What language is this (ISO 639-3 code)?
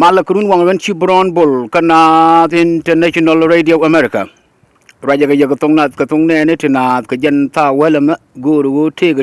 nus